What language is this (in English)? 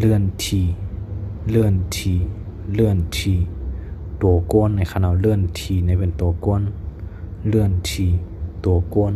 Shan